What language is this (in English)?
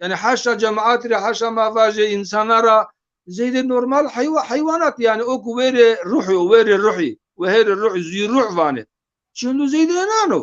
Zaza